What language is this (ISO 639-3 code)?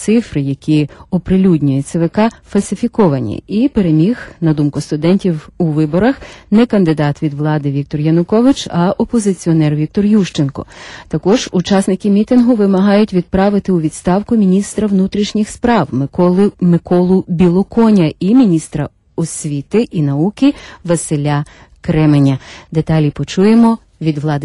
ukr